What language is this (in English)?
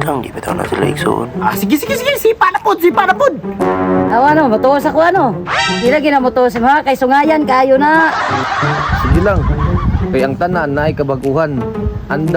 Cebuano